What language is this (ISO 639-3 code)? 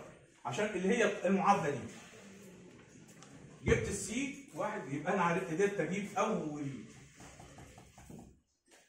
arz